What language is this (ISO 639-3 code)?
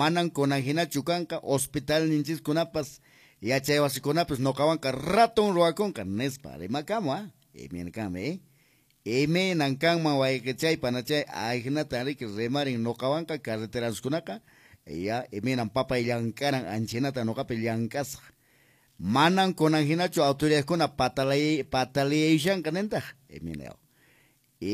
que